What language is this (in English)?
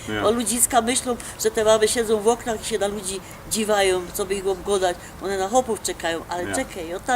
Silesian